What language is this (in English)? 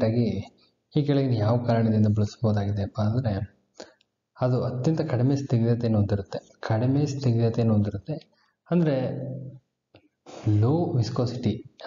Kannada